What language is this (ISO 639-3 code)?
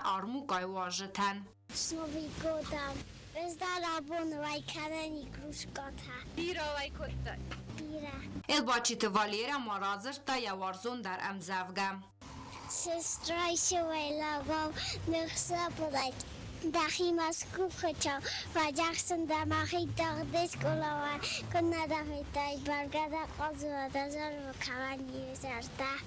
oss